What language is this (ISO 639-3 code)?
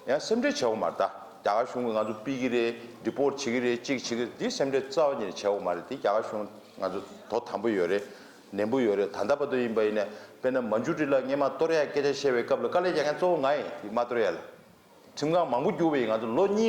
bod